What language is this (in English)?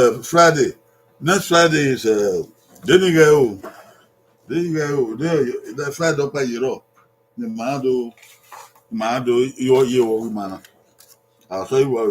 Bini